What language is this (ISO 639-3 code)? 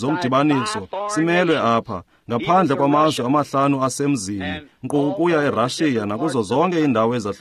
xho